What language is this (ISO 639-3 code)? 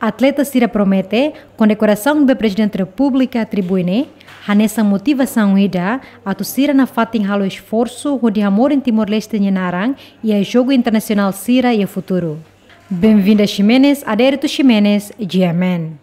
tet